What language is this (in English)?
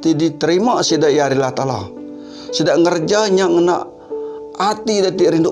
Iban